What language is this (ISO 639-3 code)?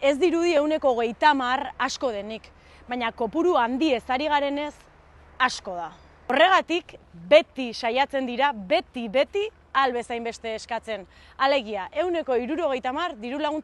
eus